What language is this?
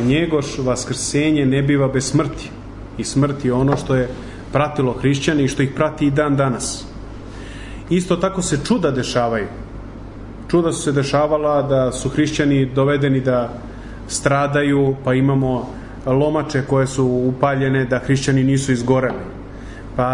Serbian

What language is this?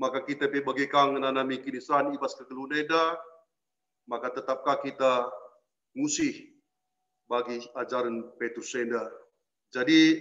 Batak Karo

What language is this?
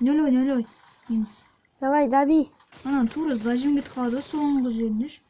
Kazakh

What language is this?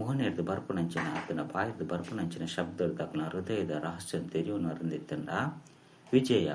Tulu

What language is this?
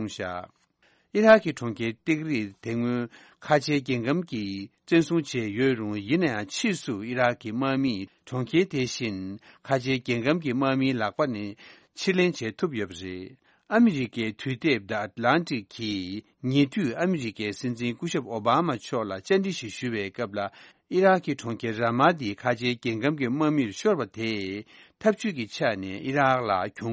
Tibetan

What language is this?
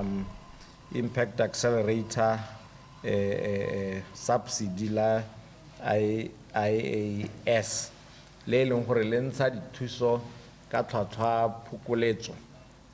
Tswana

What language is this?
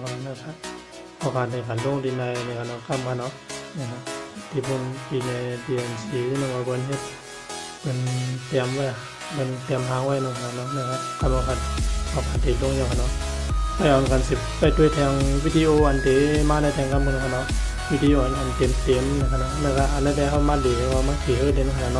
Shan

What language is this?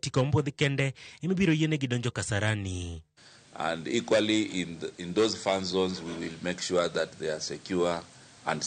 Luo (Kenya and Tanzania)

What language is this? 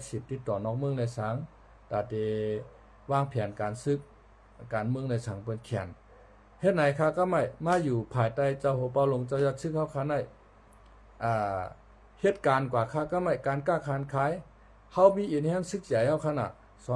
Shan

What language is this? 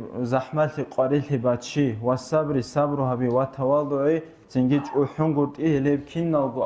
Avaric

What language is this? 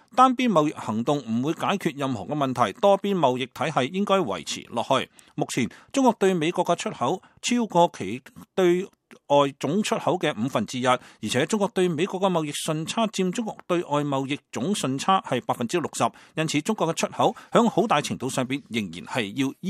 Cantonese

